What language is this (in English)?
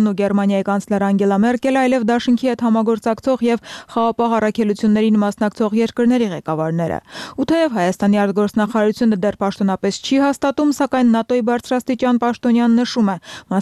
Armenian